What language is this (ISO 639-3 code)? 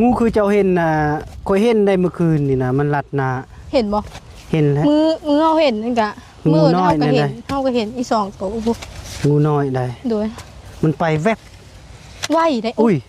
lao